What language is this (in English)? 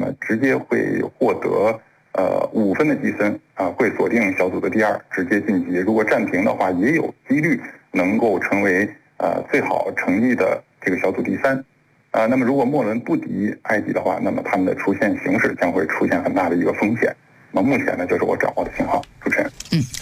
Chinese